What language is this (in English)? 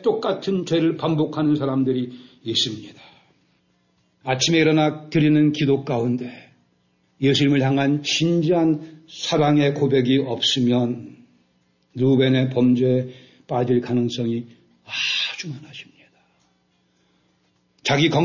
Korean